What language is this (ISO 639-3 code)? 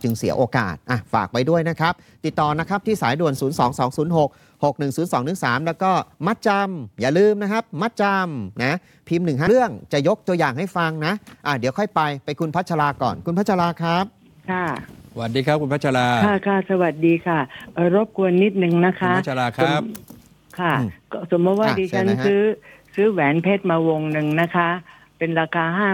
tha